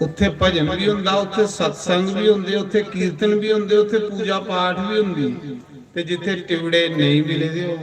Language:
Dogri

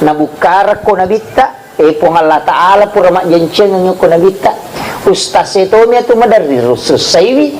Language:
Buginese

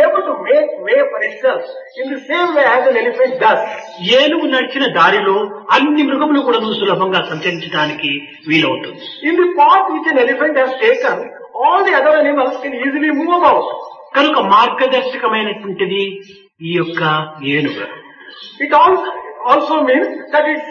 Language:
Telugu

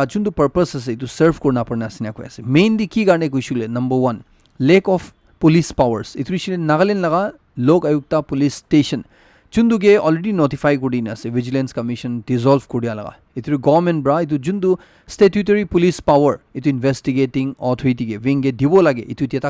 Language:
Naga Pidgin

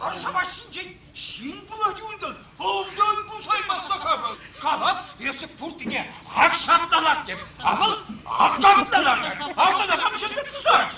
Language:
Chuvash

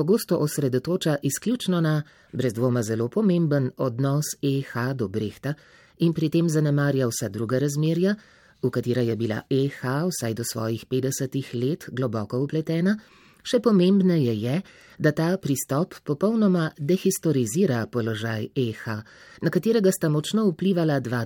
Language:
Slovenian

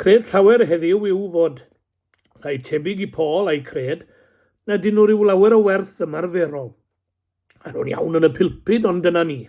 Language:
Welsh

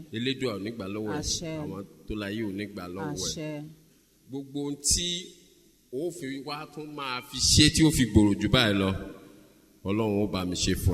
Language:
Yoruba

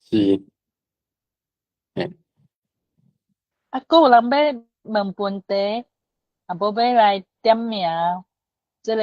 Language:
Min Nan Chinese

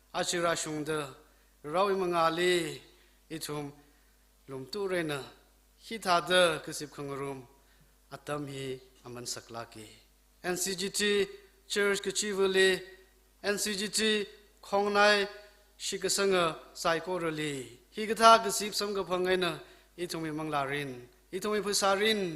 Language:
Tangkhul Naga (India)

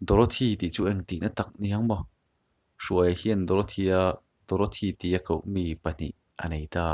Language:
Mizo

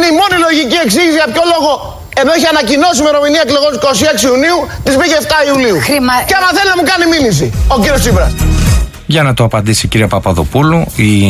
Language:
Greek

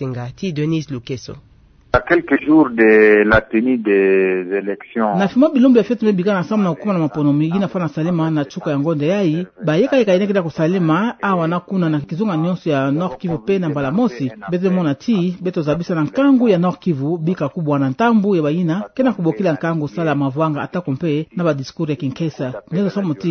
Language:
Kituba (Democratic Republic of Congo)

